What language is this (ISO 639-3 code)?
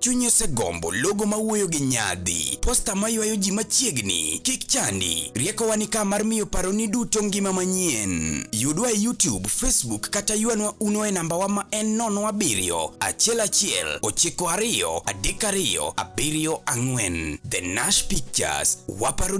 luo